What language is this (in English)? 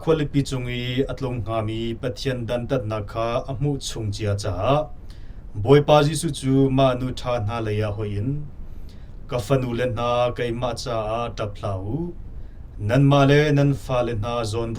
Hakha Chin